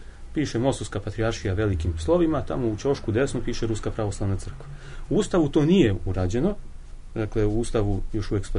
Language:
Serbian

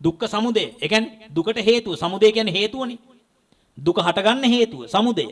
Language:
Sinhala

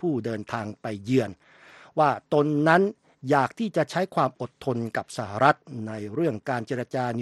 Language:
Thai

